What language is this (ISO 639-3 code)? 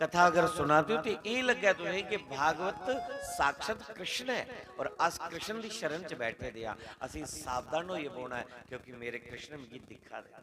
doi